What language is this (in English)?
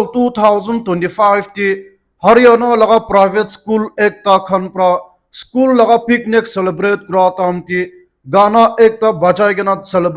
Naga Pidgin